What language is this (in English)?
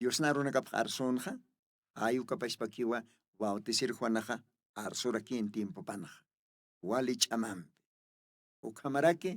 Aymara